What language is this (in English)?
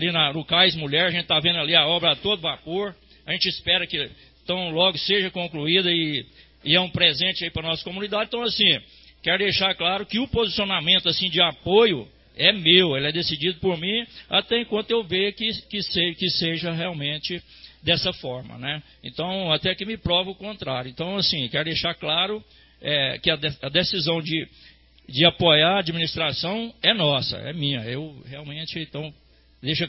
Portuguese